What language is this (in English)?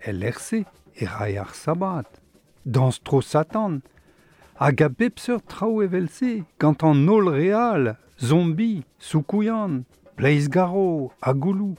Breton